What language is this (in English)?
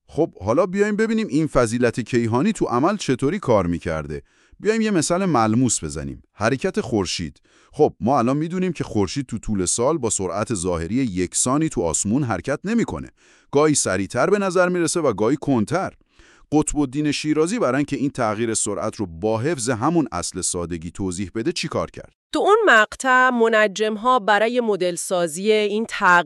Persian